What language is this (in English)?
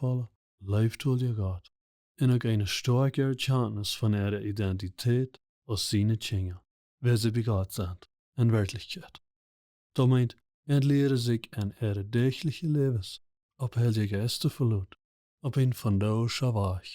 Plautdietsch